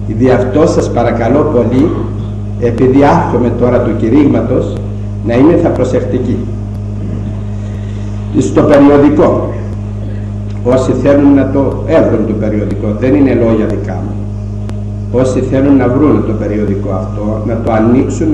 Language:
Greek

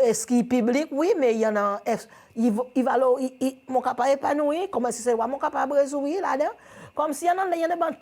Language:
Seselwa Creole French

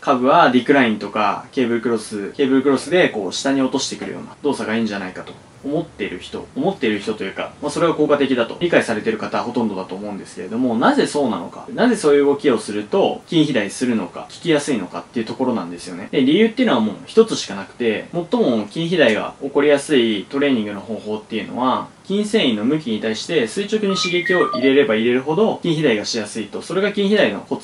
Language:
Japanese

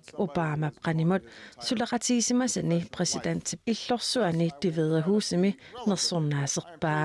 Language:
Kalaallisut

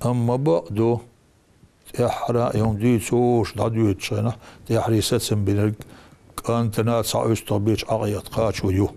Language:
Chechen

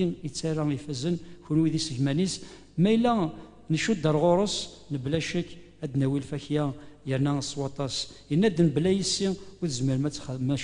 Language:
Kabyle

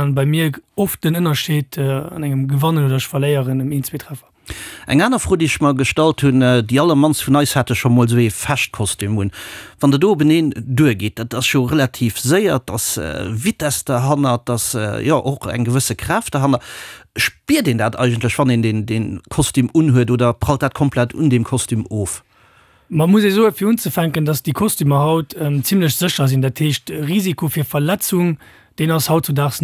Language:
Luxembourgish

